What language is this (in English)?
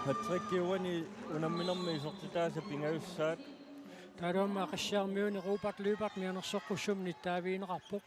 Kalaallisut